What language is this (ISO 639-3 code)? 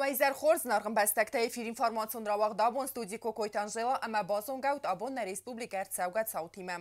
oss